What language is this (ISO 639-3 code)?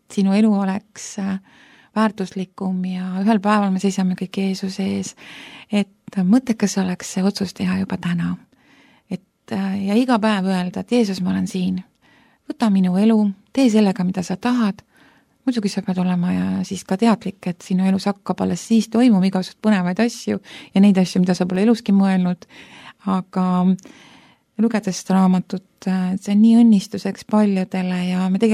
est